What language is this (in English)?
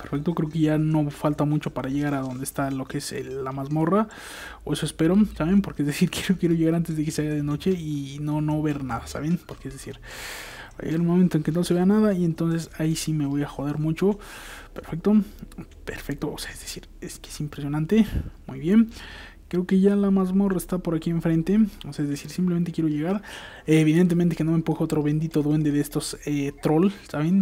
Spanish